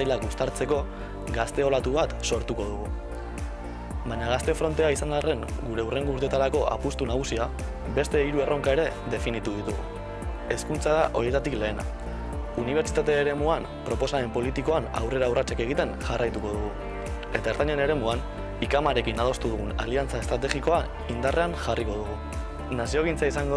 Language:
Basque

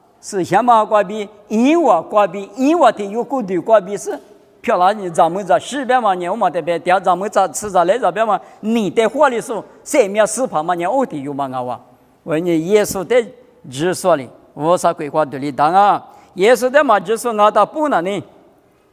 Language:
Lisu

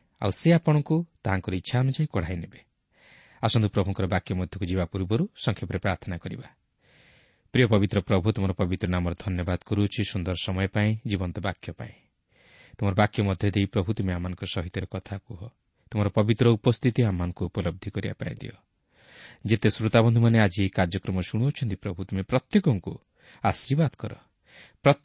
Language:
Odia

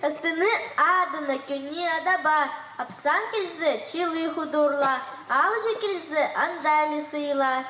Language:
Khakas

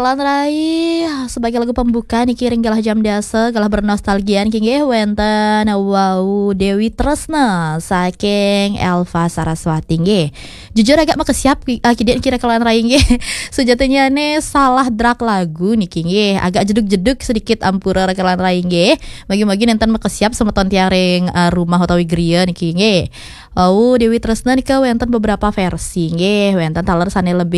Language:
Balinese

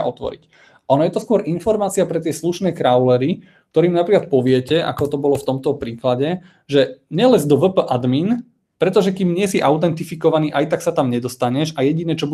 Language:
Slovak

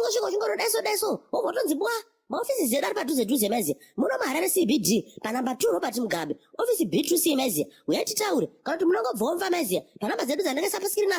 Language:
Shona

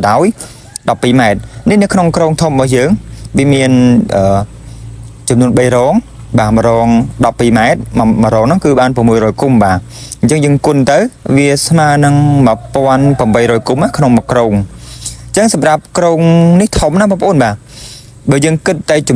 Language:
Khmer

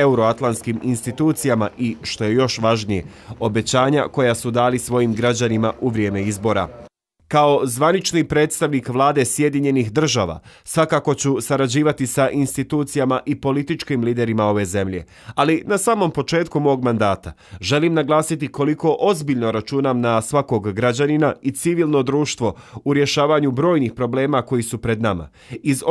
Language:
Bosnian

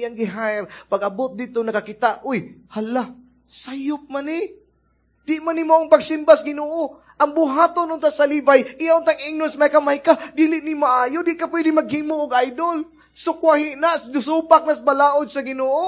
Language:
Cebuano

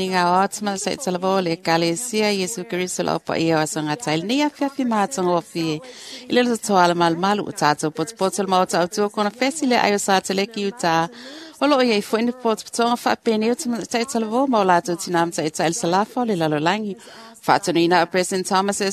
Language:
Samoan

